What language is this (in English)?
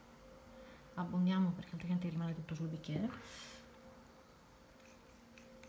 Italian